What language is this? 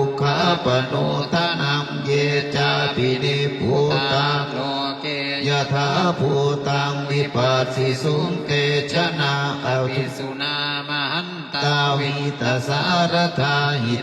Pali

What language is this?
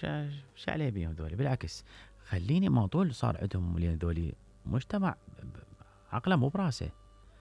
Mesopotamian Arabic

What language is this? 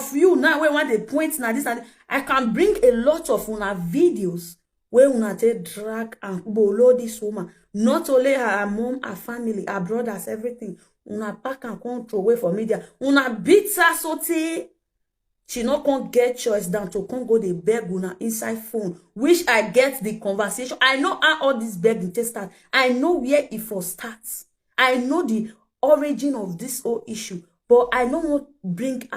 Nigerian Pidgin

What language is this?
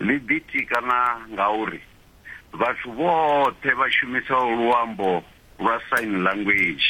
Venda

